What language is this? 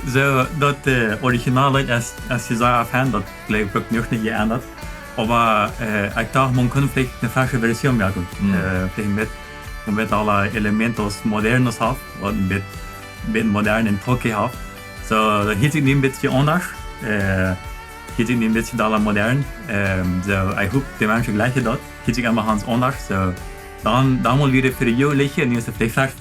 Plautdietsch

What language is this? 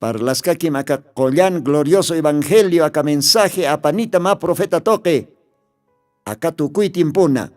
Aymara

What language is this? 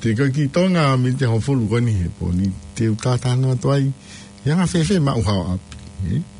Tongan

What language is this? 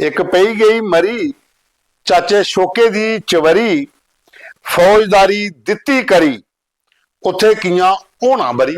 Dogri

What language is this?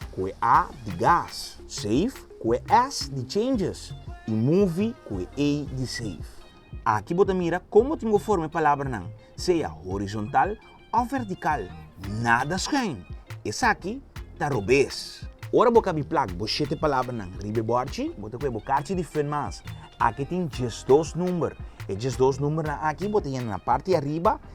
Papiamento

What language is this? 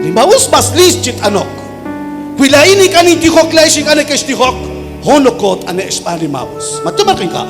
Kekchí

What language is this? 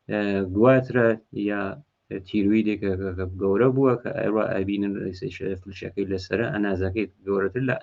Central Kurdish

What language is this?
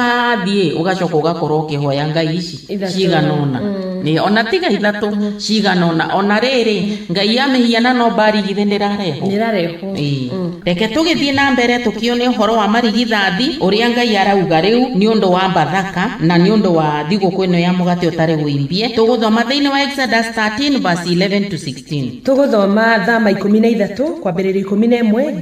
Kikuyu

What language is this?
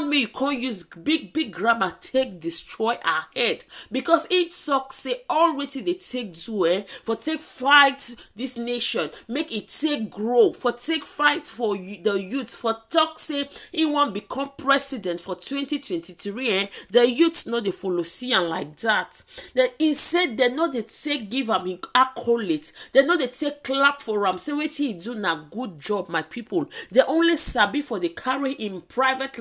Nigerian Pidgin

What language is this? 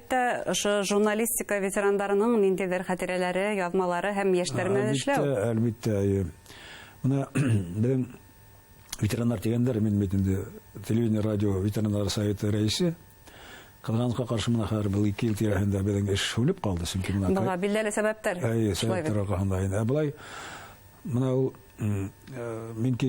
Bashkir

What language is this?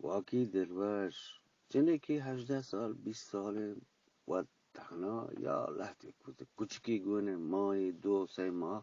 Eastern Balochi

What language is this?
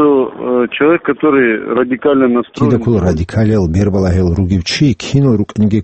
Avaric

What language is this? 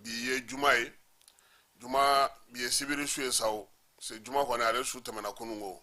Bambara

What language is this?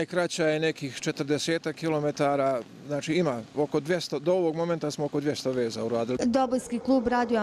Bosnian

